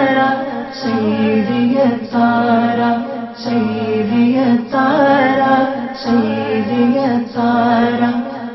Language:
Urdu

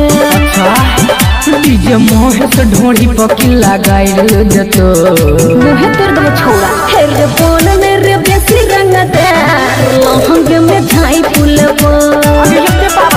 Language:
Bhojpuri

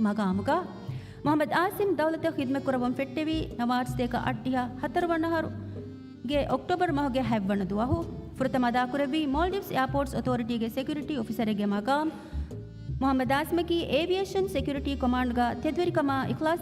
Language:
Divehi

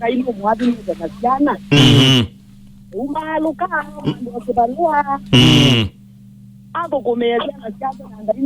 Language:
Kamba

